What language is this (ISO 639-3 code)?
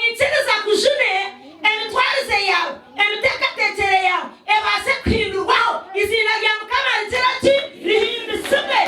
nyn